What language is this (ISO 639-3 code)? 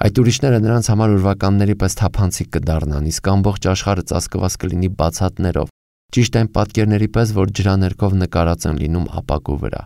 hye